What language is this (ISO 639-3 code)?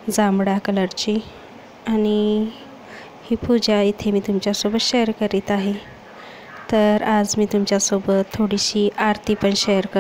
mar